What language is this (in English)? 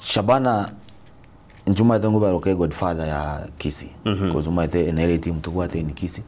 Gusii